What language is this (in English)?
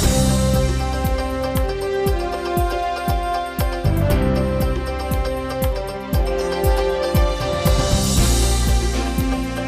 Udmurt